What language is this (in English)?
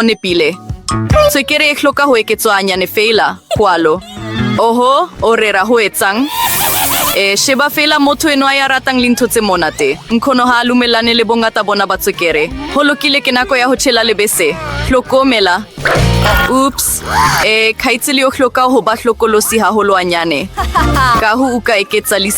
Southern Sotho